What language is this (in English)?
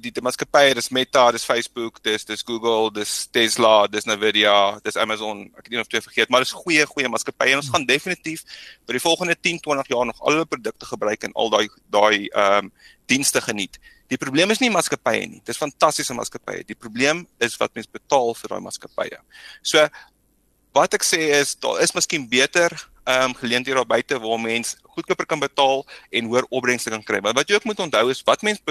Afrikaans